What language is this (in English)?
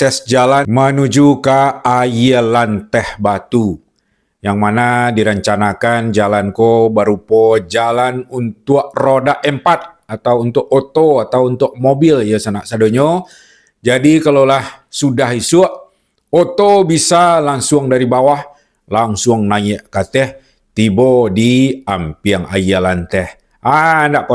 Minangkabau